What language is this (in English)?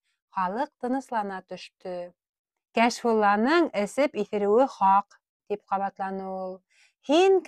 Bashkir